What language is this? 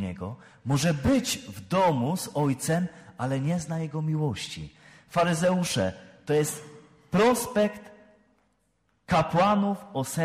Polish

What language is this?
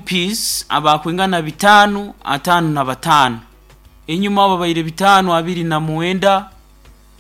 Nyoro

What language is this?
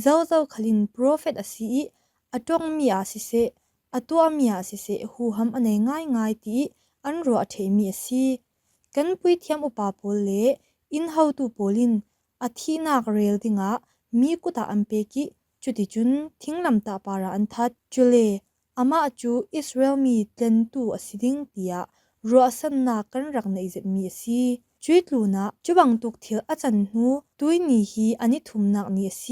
Falam Chin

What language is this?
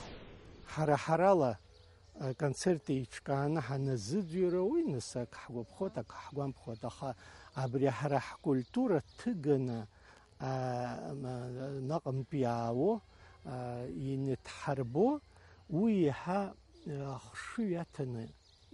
Abkhazian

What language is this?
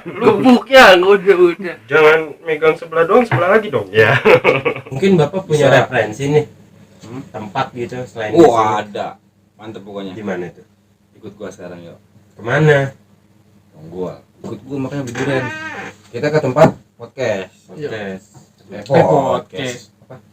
Betawi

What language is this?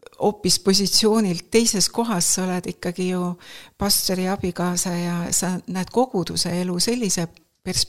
Estonian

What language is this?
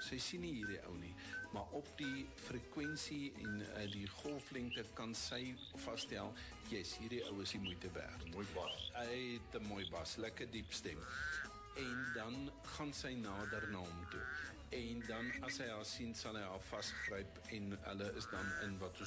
Afrikaans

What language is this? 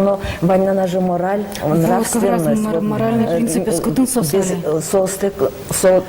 Udmurt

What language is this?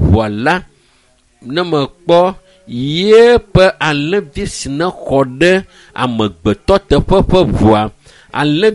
Ewe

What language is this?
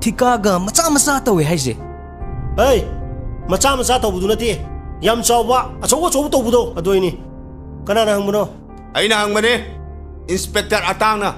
Manipuri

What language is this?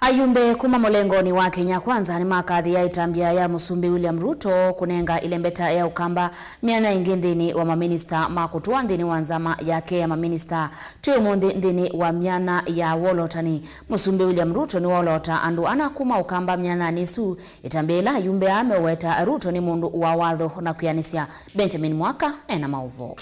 Kamba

